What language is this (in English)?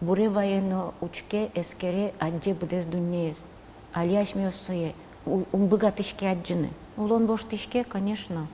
Udmurt